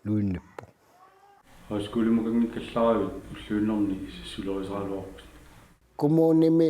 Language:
Kalaallisut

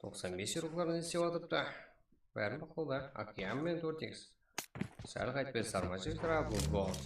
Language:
Kara-Kalpak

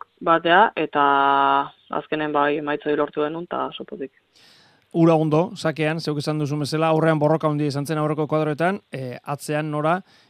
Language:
Basque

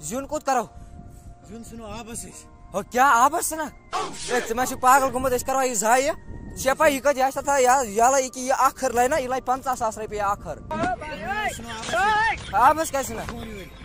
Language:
Kashmiri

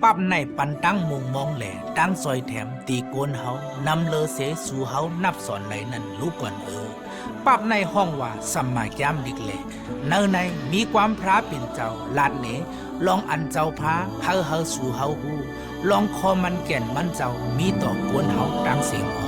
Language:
Shan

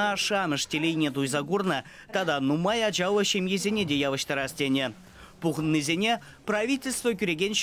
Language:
Chuvash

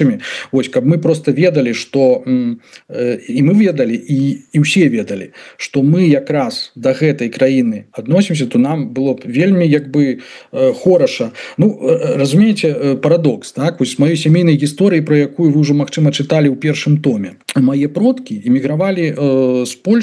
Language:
Belarusian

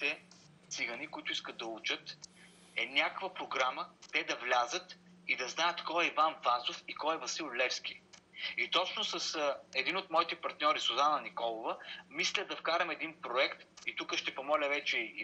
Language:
Bulgarian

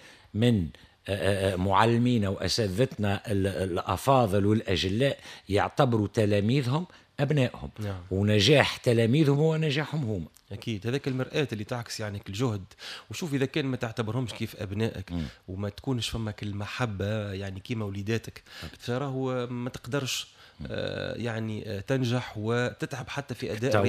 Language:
Tunisian Arabic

